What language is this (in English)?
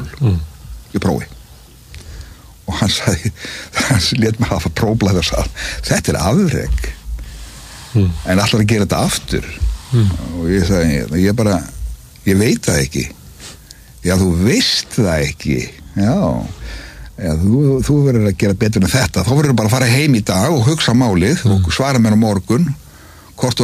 Icelandic